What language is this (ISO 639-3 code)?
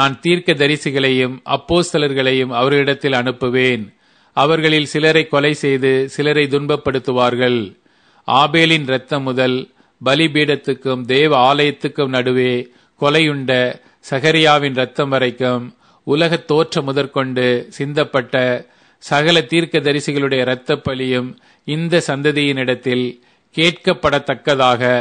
tam